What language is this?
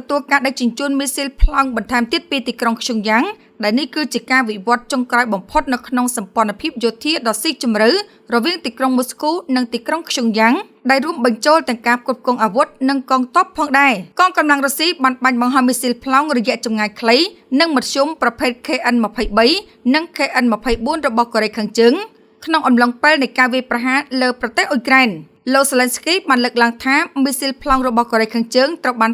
Khmer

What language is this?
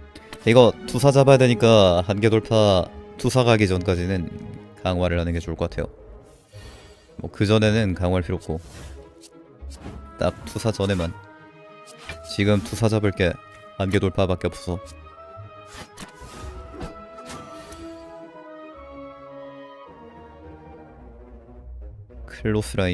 Korean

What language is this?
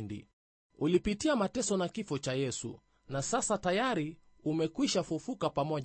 Swahili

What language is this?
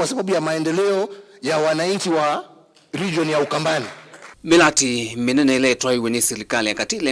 Kamba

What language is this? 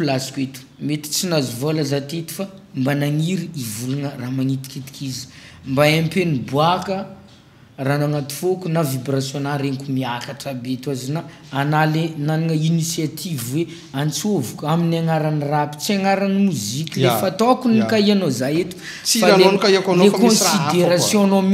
Malagasy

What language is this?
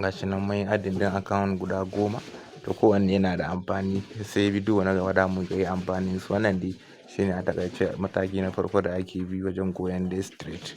Hausa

